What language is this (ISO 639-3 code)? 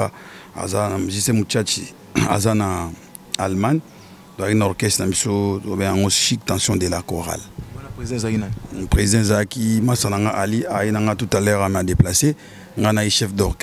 lin